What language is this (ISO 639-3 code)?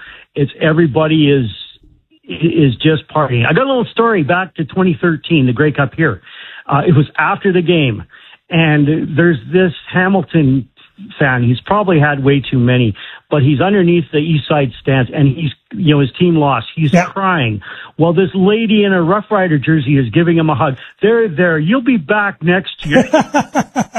eng